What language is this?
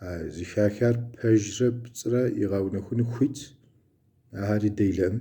Kabardian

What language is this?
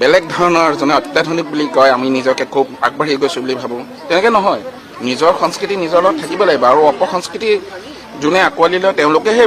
Assamese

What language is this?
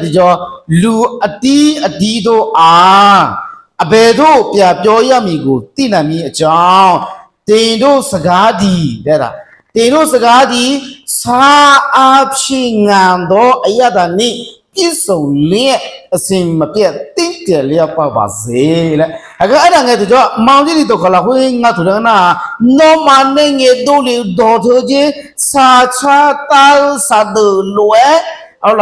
Akha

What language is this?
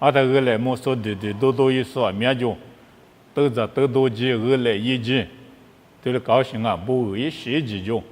Lisu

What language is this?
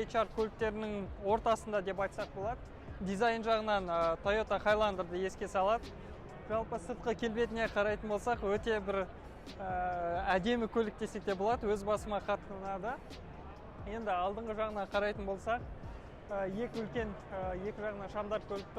Kazakh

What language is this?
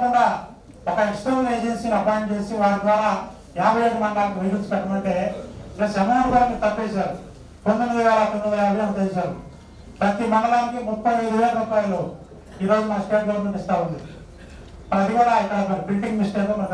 Telugu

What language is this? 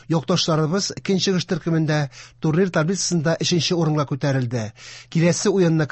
Tatar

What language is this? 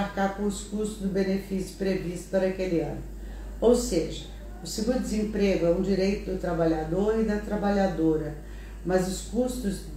Portuguese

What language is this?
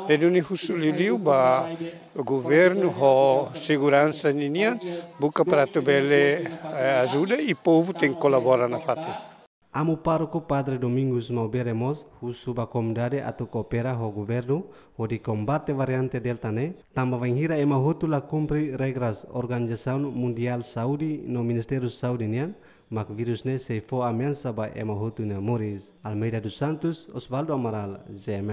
Tetum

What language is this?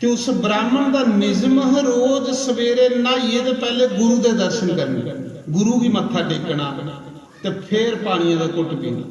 Dogri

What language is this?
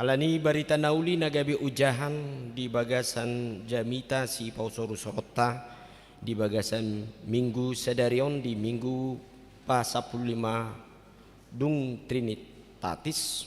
Batak Toba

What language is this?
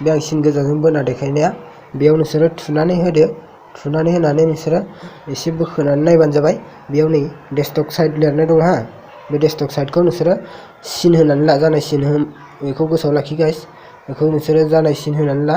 Bodo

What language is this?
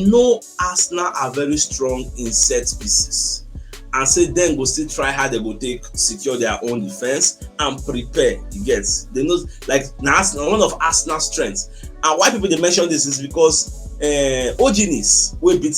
Nigerian Pidgin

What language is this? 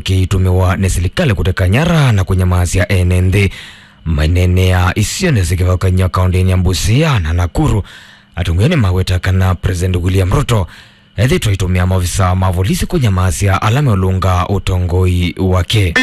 Kamba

